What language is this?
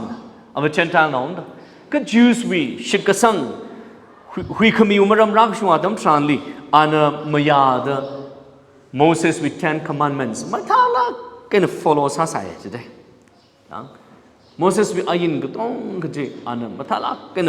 Tangkhul Naga (India)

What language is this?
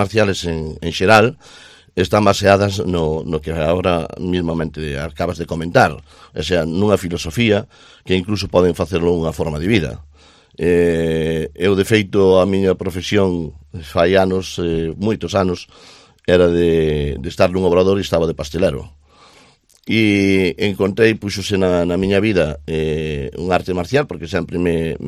Galician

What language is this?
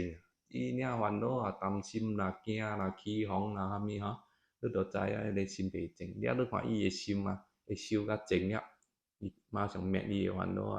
Min Nan Chinese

